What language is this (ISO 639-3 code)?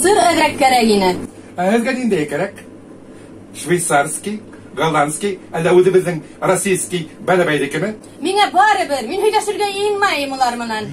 bak